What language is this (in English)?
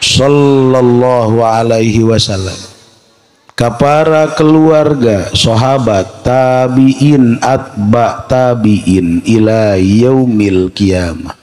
Sundanese